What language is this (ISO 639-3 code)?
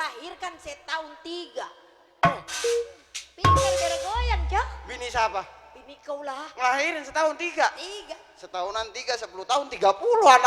bew